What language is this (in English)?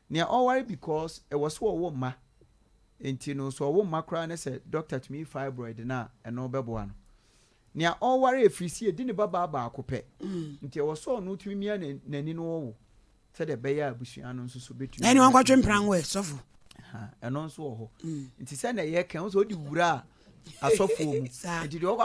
Akan